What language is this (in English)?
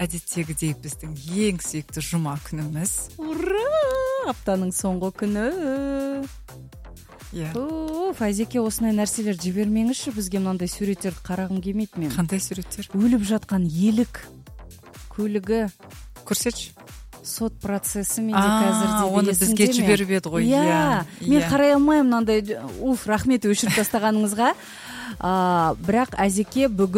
Kazakh